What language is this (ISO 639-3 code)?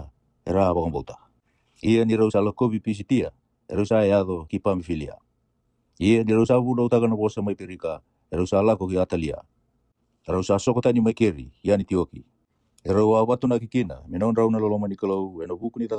fij